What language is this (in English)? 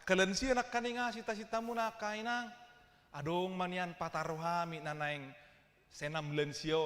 Batak Toba